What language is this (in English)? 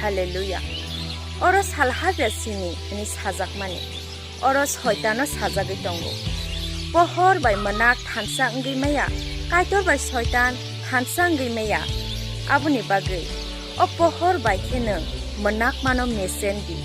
Kok Borok